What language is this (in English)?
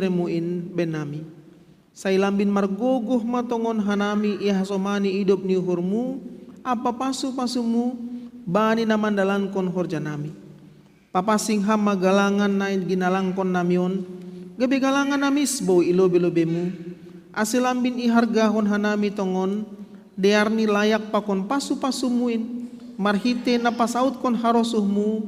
Batak Simalungun